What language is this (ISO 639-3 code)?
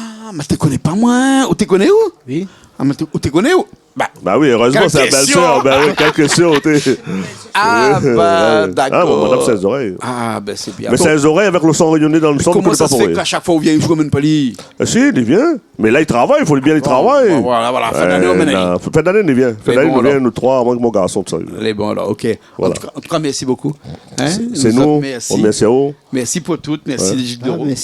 rcf